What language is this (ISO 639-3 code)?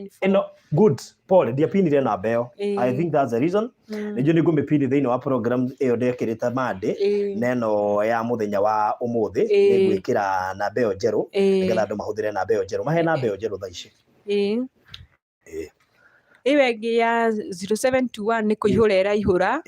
kik